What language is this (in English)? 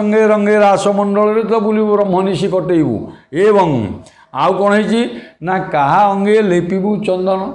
Odia